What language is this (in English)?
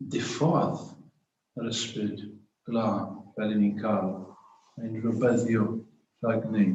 Welsh